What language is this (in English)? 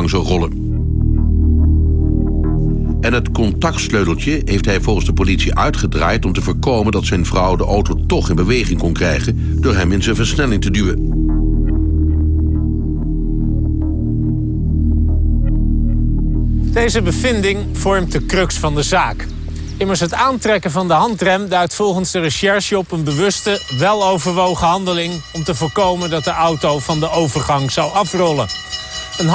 Dutch